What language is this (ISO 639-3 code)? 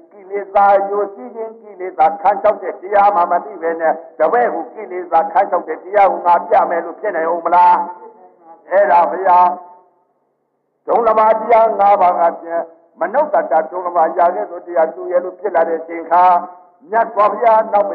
mya